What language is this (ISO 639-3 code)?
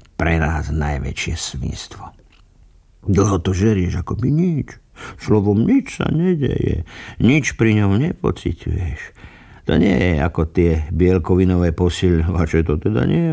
slk